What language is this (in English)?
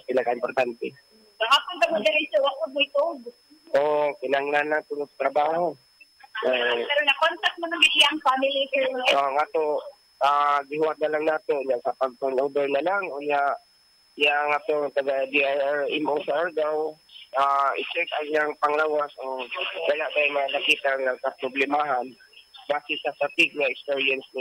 Cebuano